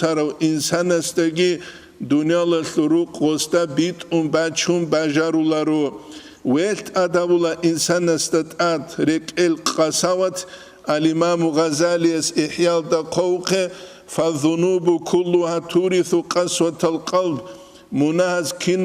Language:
Avaric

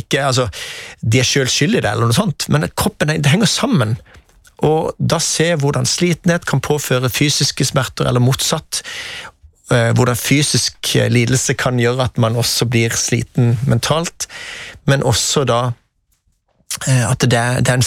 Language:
Norwegian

